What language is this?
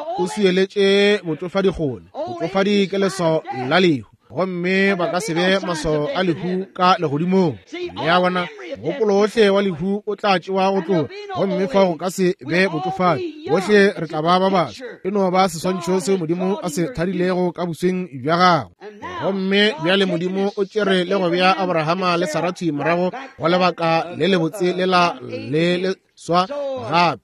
Northern Sotho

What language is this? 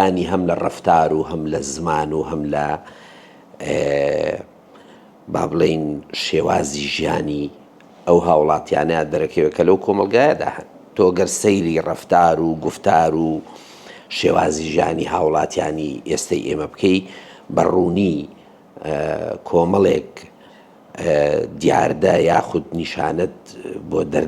Central Kurdish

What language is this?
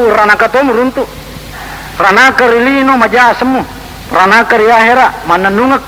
Buginese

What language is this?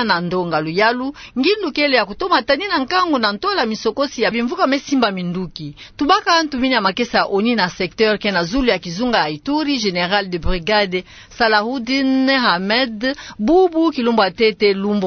Kituba (Democratic Republic of Congo)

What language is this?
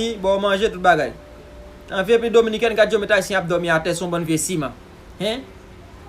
Haitian Creole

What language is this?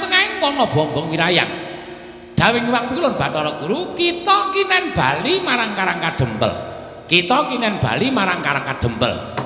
Javanese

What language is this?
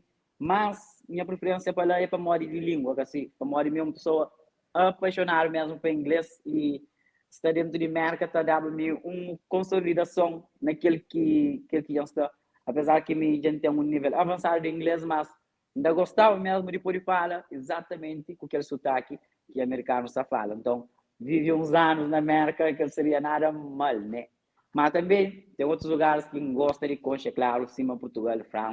Kabuverdianu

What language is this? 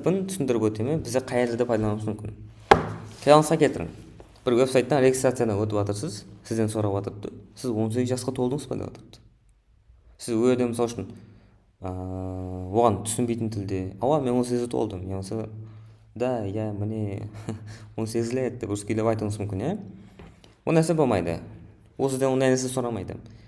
Kara-Kalpak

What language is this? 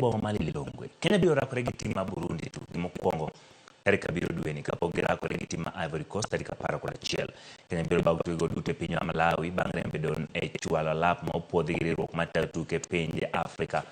Luo (Kenya and Tanzania)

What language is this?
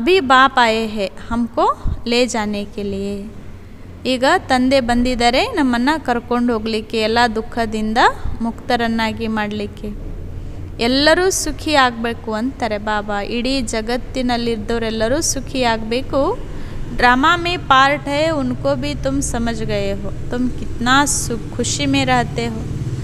Kannada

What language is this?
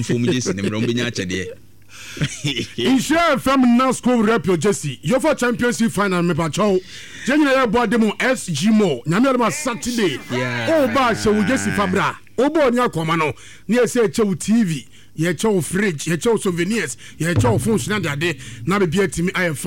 Akan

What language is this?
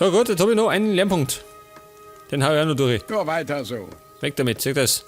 Bavarian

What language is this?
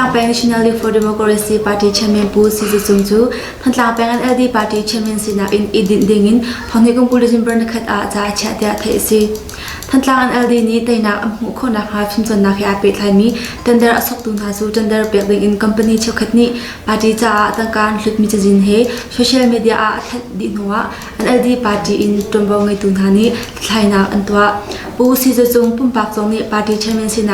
Hakha Chin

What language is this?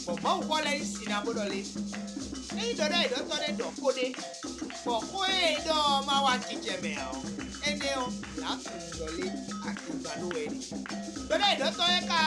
Fon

